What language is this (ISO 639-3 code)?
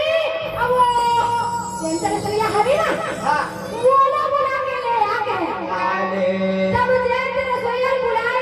hne